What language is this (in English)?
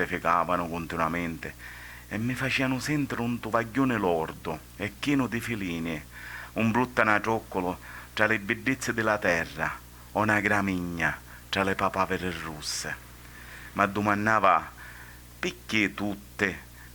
Sicilian